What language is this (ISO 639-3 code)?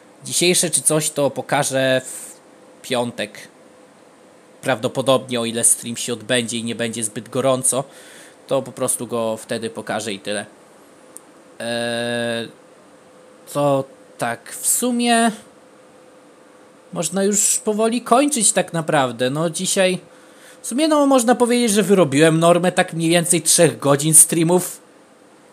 pol